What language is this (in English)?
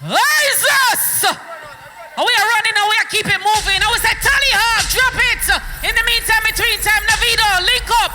Jamaican Creole English